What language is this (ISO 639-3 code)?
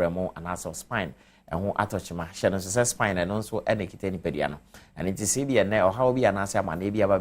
aka